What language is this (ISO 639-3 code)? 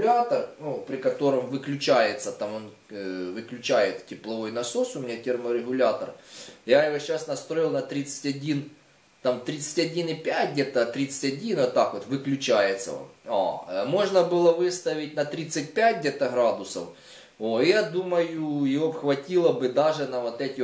rus